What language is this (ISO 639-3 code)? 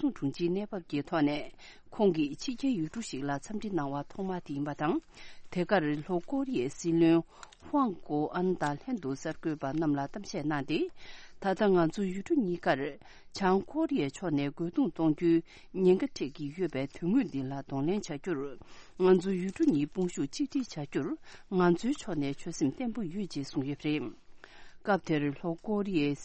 bod